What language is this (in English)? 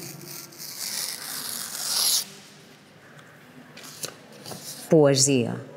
Catalan